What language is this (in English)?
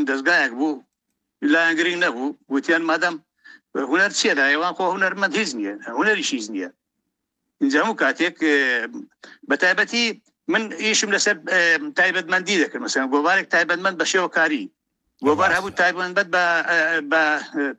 Central Kurdish